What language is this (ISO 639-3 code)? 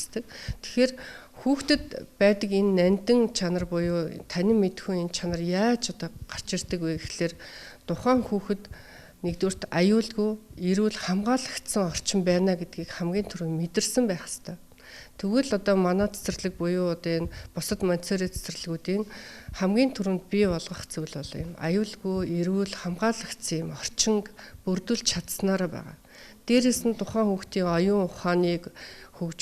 mon